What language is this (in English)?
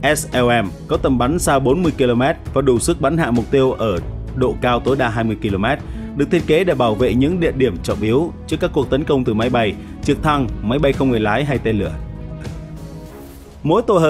Vietnamese